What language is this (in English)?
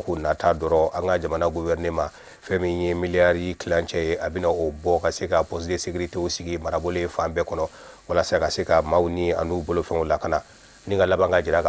Bambara